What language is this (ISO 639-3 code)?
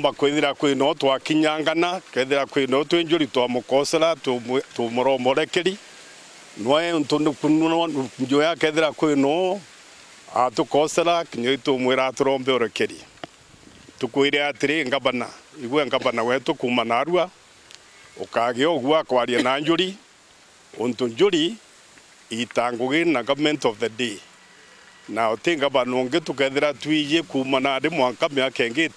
mer